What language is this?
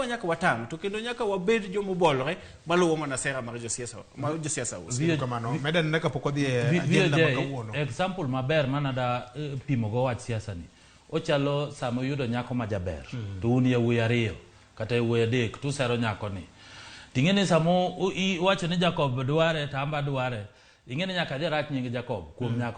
Luo (Kenya and Tanzania)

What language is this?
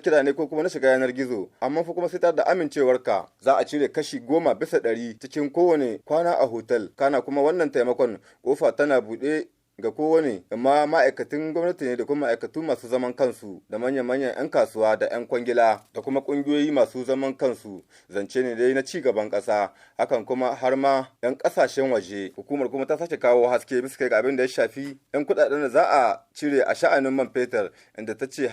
Hausa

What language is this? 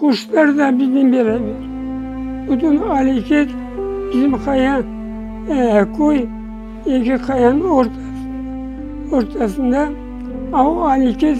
Crimean Tatar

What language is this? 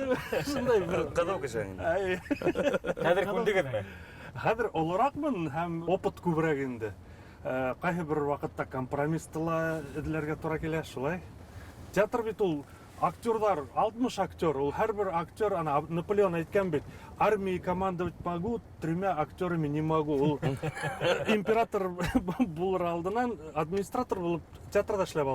Bashkir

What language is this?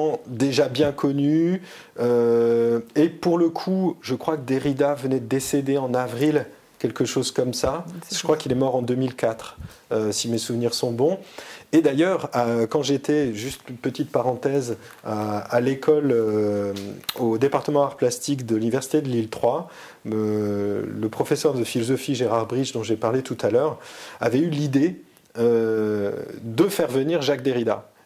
French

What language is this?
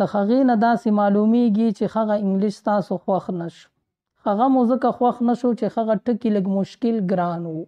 Pashto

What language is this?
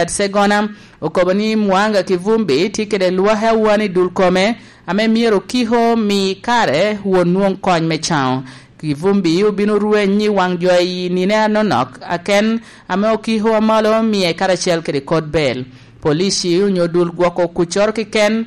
Lango (Uganda)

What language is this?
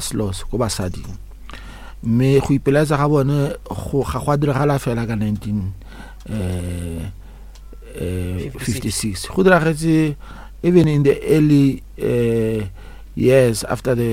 Northern Sotho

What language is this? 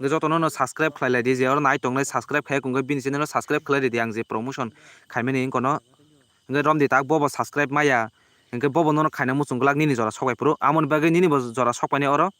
Kok Borok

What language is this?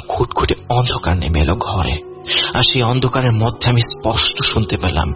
Bangla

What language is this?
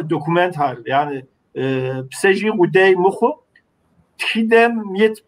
Kabardian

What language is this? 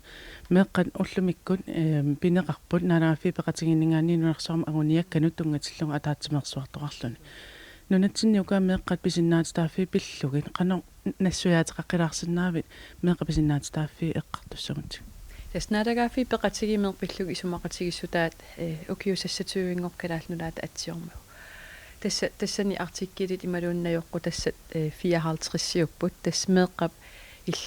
Kalaallisut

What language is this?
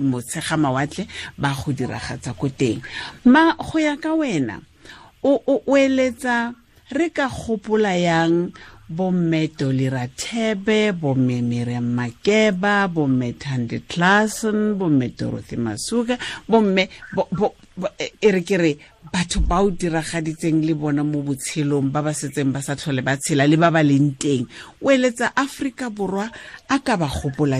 Tswana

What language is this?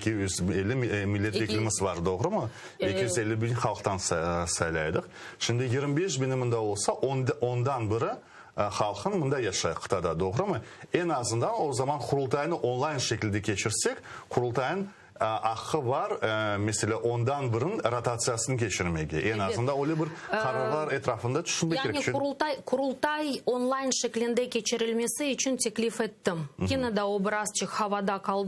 Crimean Tatar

